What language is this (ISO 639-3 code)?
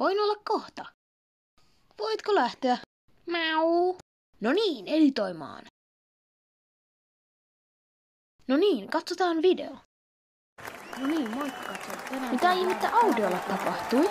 fin